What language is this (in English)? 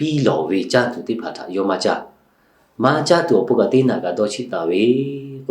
Lahu